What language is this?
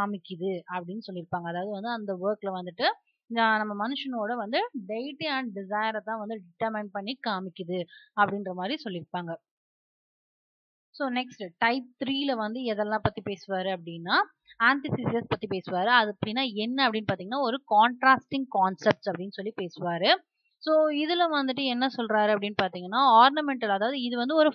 Tamil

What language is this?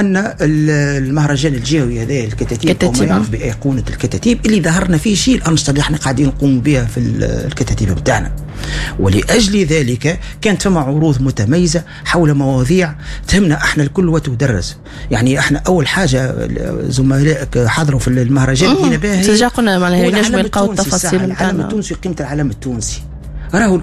Tunisian Arabic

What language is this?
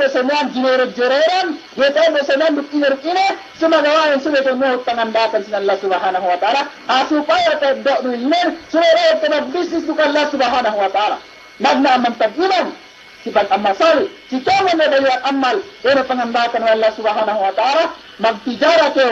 Yakan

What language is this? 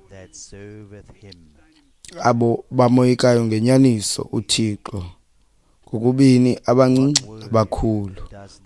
Xhosa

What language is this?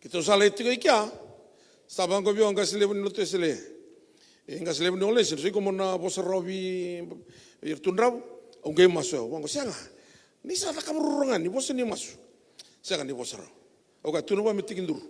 Fijian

